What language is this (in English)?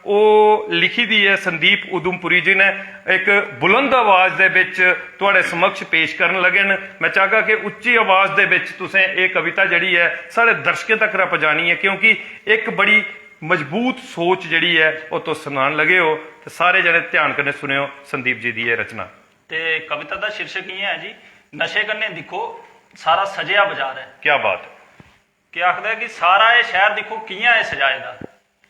Dogri